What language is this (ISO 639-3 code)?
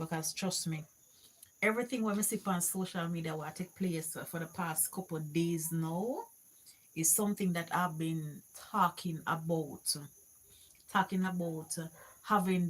jam